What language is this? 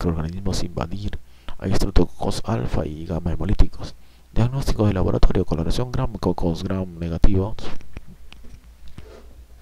Spanish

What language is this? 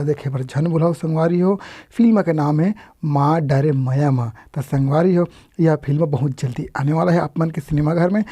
Chhattisgarhi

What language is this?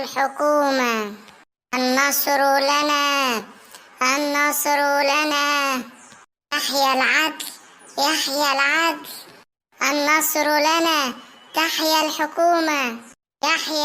Egyptian Arabic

